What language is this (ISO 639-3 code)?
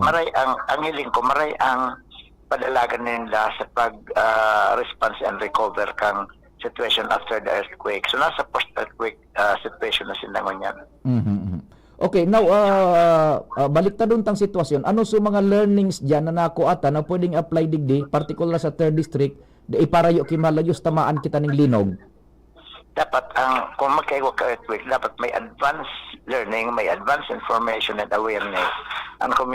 bik